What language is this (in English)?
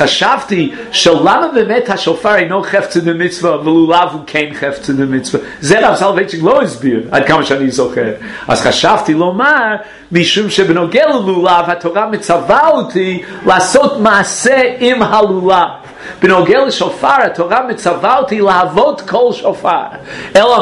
Hebrew